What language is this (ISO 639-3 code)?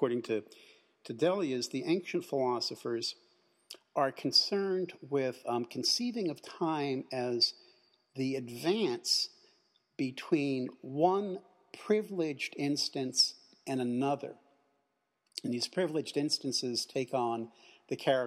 eng